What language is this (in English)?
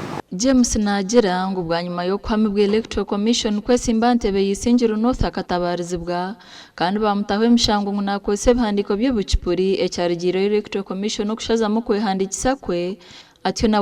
Nyankole